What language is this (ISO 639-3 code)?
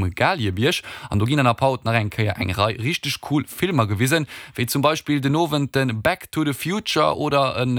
ltz